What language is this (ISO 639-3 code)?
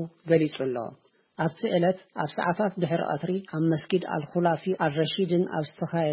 tir